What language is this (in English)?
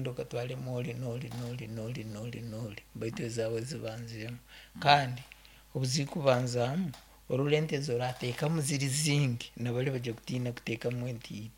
Nyoro